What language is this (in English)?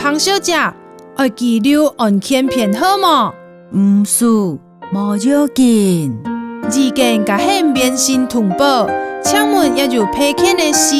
Hakka Chinese